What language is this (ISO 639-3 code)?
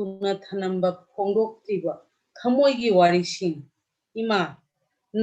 mni